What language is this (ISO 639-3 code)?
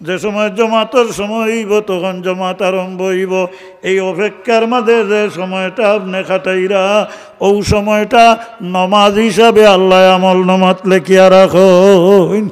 syl